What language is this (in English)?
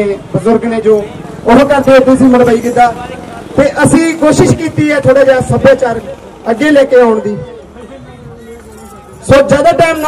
Punjabi